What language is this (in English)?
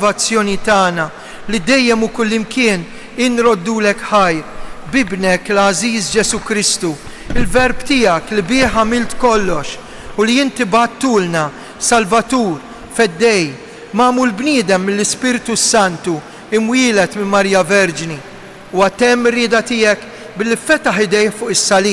Maltese